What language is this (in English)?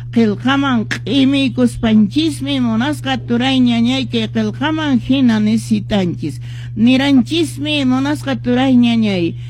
Quechua